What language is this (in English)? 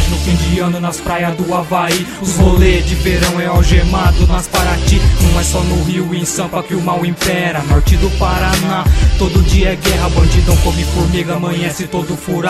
Portuguese